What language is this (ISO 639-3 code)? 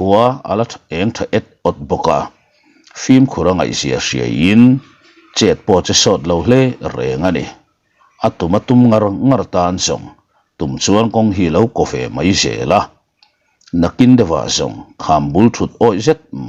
lus